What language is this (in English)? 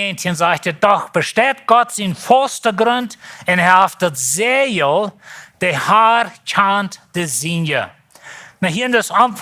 Plautdietsch